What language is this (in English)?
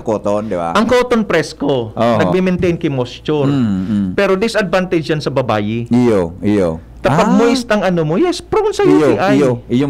Bikol